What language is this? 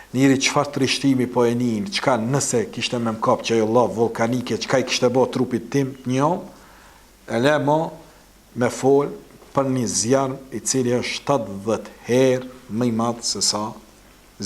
Albanian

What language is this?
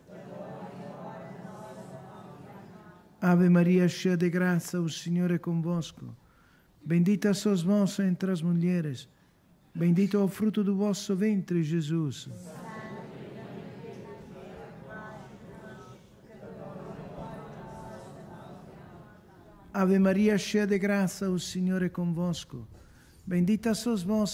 Portuguese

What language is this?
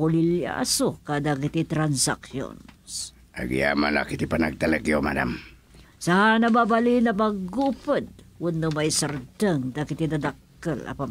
Iloko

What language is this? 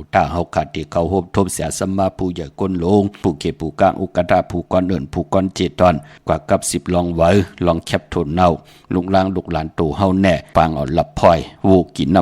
Shan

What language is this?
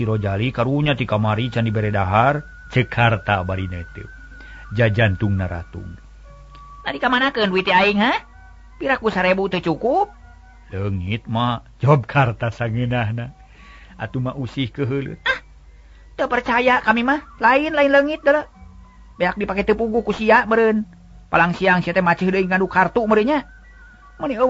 Sundanese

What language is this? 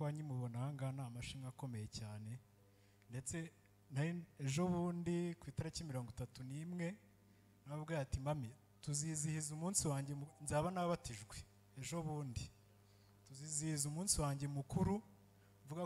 Kinyarwanda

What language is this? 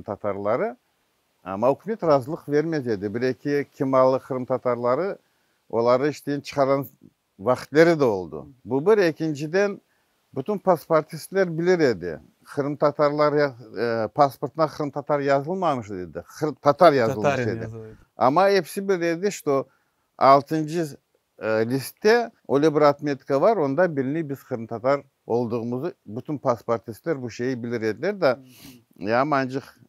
Crimean Tatar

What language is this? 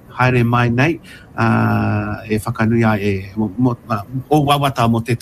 Māori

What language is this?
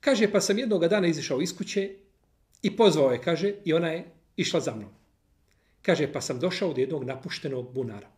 Bosnian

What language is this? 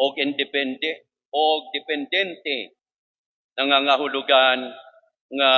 Waray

